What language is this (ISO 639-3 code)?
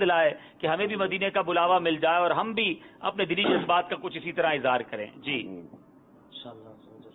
urd